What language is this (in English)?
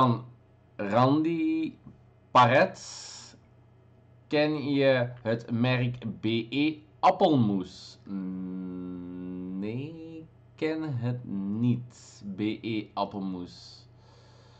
Dutch